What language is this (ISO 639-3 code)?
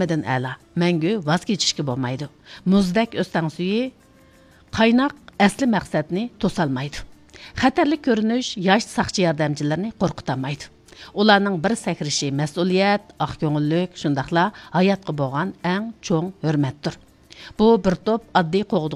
uig